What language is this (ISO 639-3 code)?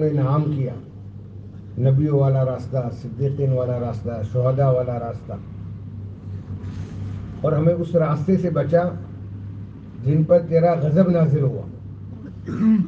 urd